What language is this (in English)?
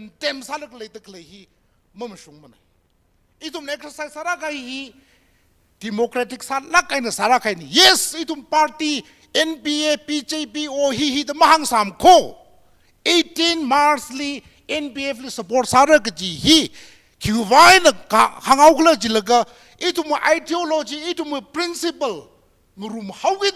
Tangkhul Naga (India)